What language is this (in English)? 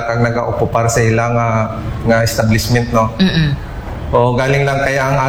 Aklanon